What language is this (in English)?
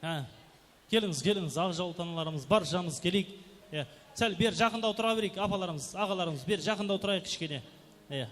Kara-Kalpak